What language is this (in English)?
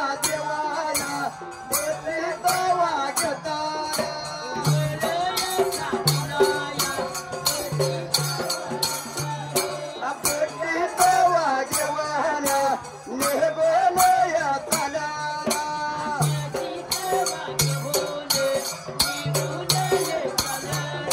Marathi